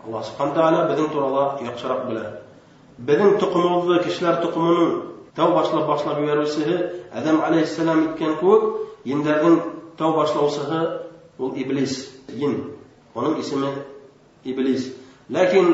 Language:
Bashkir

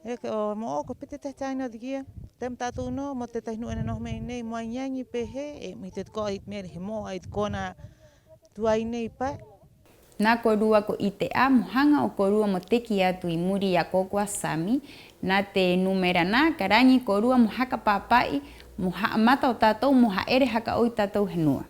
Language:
Rapanui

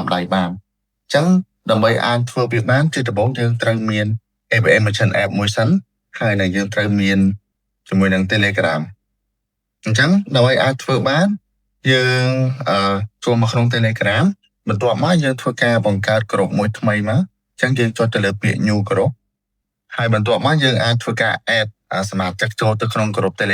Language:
Khmer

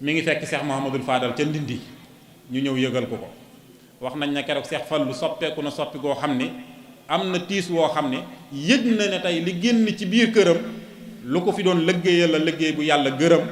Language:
Wolof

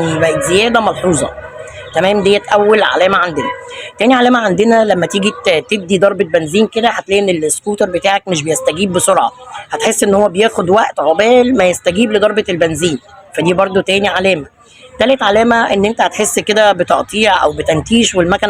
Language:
Egyptian Arabic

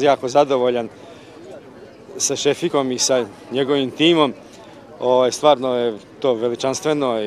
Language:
Bosnian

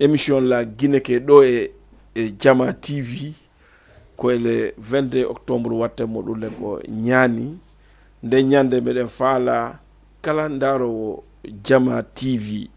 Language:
Fula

